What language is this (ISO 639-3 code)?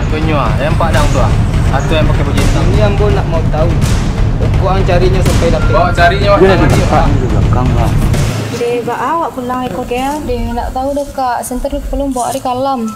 min